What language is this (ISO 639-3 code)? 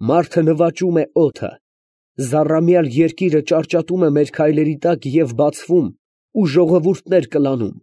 hye